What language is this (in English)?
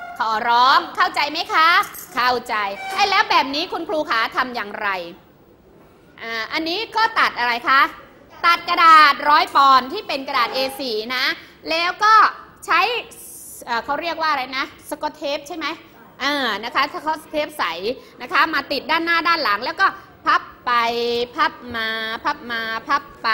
Thai